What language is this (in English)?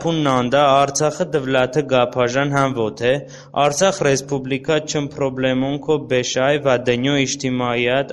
Talysh